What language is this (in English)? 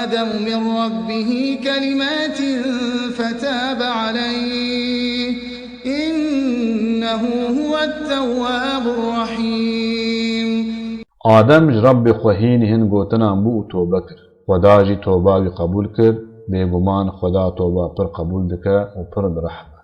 Kurdish